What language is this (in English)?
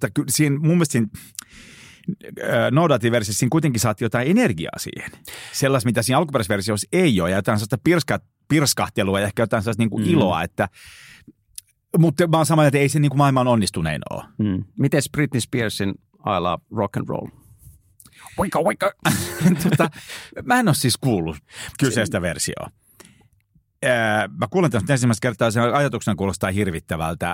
Finnish